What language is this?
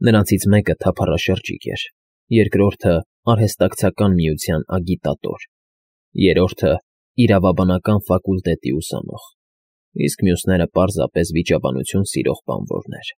Armenian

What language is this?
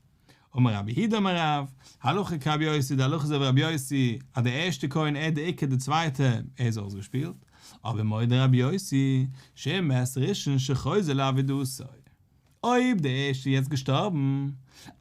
Yiddish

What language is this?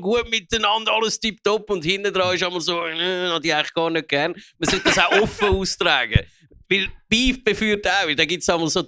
Swiss German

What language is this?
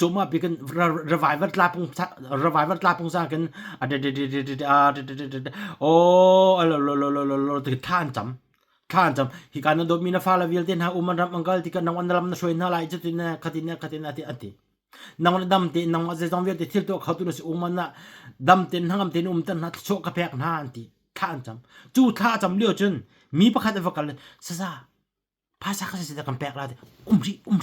Hakha Chin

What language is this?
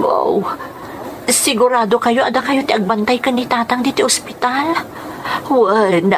Iloko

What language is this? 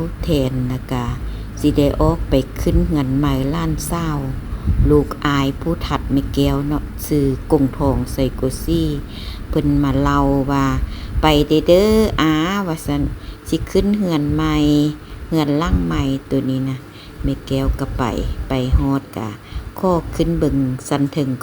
Lao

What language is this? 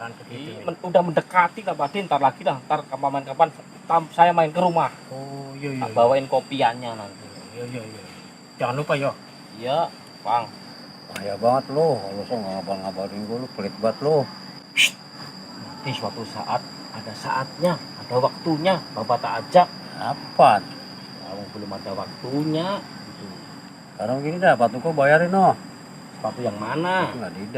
Betawi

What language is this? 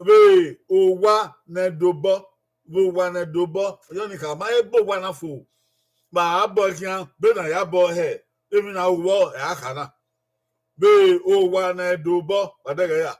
Bini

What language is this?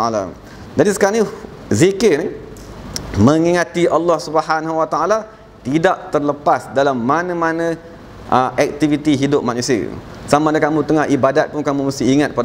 Malay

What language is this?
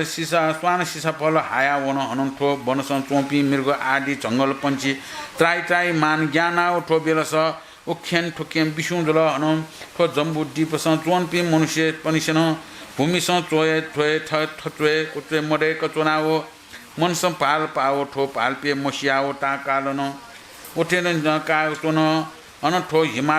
Newari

